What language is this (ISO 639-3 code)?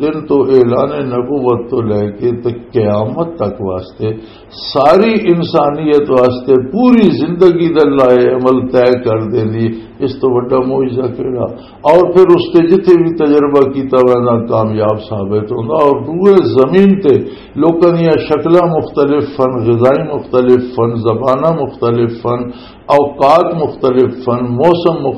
lah